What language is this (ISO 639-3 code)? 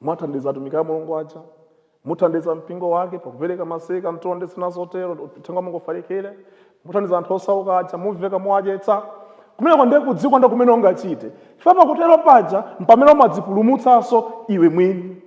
nya